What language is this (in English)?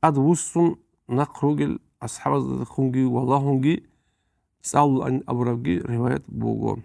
Avaric